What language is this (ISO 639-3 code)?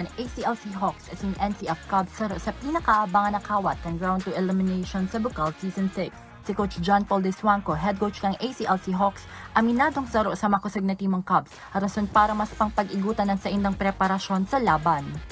bik